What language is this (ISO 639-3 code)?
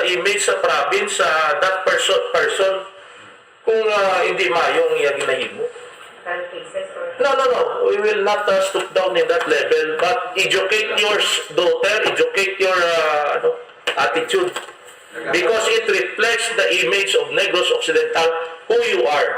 hil